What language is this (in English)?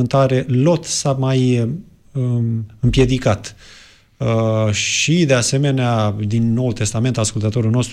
Romanian